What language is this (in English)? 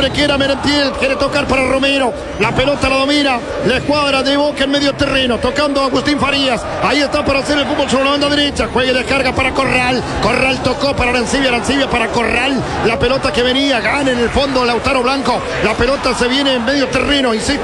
Spanish